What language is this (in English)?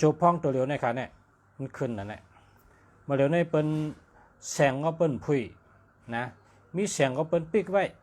Shan